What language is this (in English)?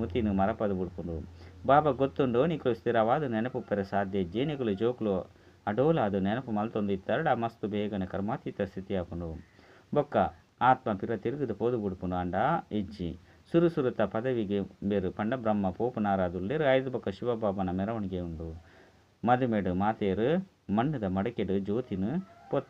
Tulu